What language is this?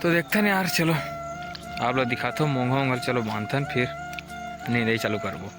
Chhattisgarhi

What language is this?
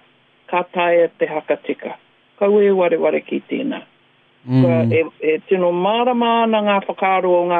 Māori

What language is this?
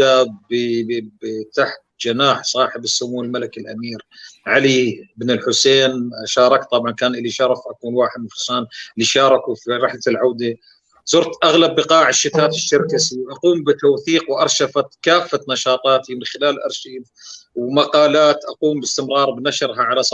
North Levantine Arabic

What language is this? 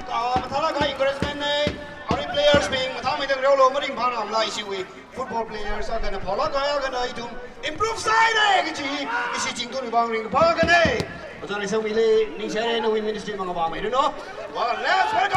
Tangkhul Naga (India)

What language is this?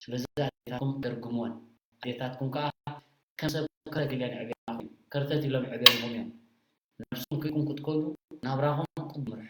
Tigrinya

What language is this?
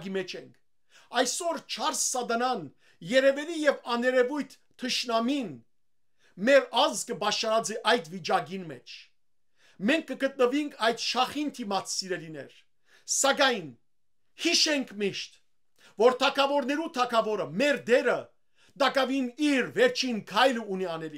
Western Armenian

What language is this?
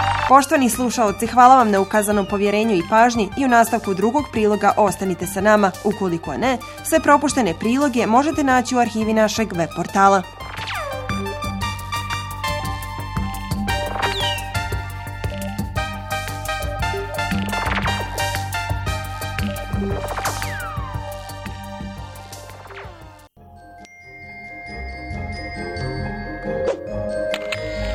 Bosnian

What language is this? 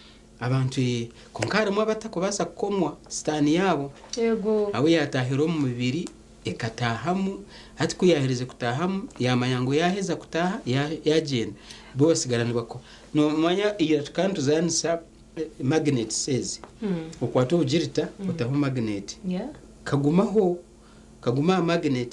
Nyankole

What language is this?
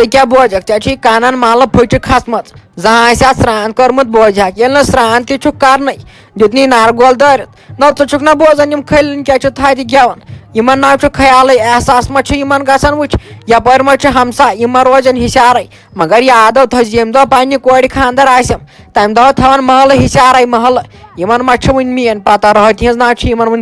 Kashmiri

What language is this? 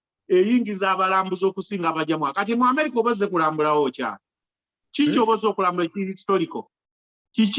Ganda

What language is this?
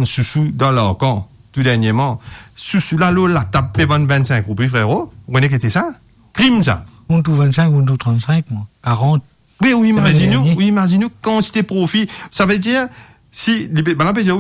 Morisyen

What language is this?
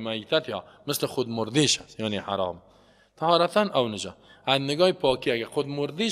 Persian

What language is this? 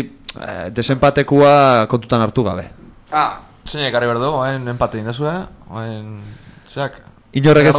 Basque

